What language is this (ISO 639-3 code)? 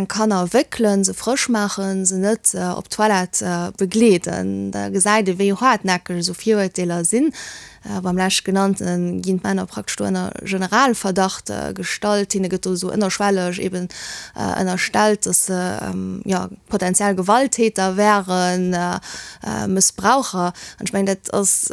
ltz